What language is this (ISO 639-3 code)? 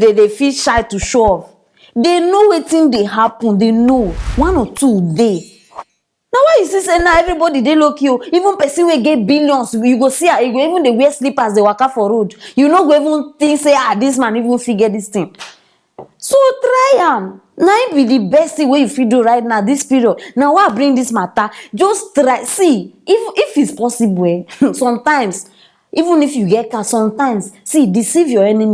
pcm